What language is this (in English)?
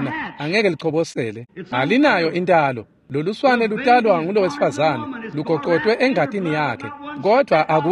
Swati